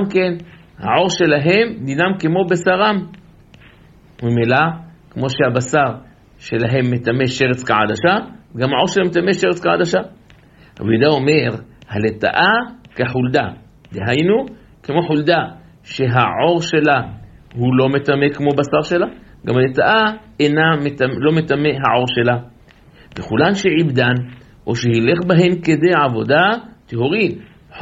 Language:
Hebrew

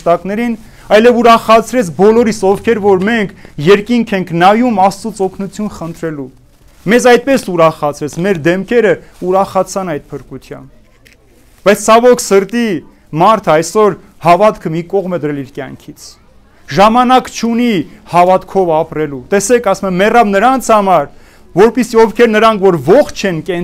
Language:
Armenian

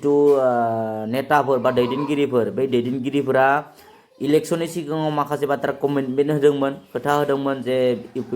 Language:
Bodo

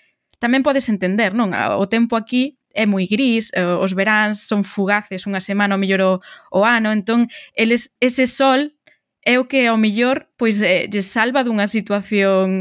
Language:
Galician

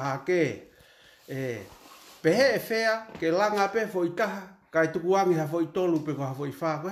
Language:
Tongan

